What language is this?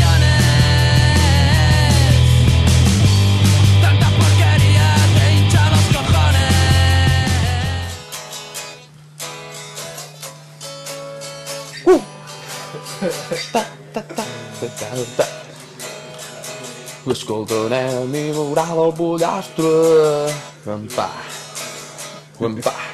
Catalan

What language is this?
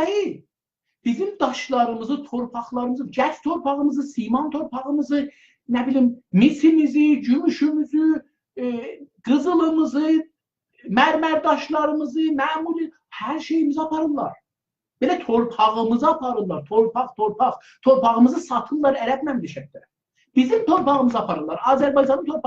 South Azerbaijani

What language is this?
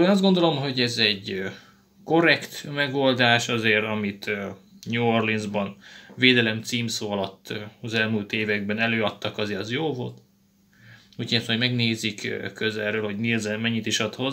Hungarian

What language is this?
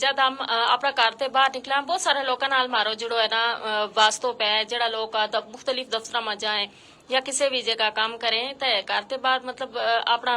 Gujari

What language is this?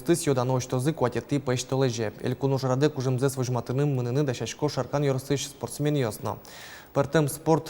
Udmurt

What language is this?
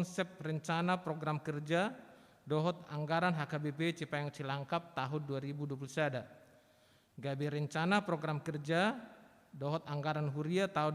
Batak Toba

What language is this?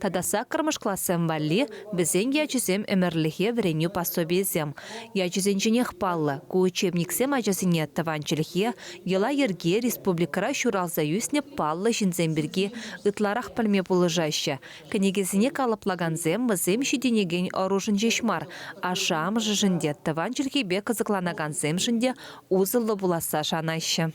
Chuvash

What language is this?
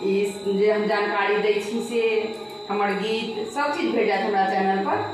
Maithili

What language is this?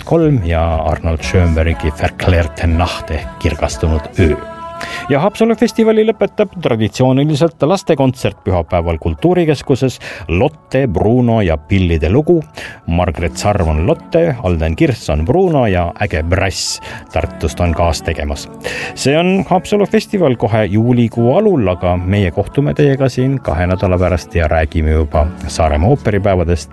Estonian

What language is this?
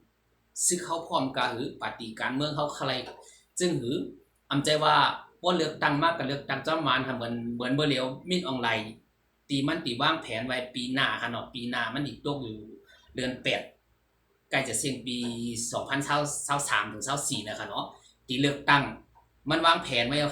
Shan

